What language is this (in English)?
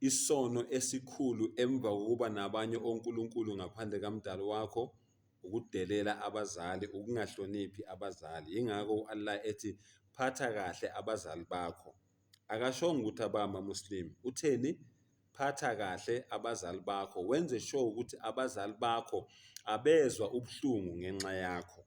Zulu